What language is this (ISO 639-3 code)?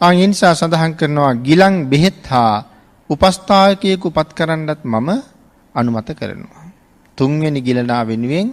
sin